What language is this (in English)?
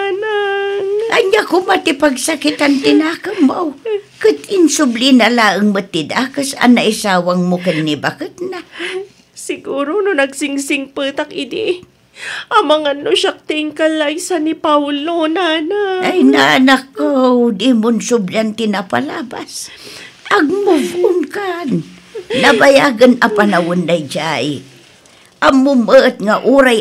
Iloko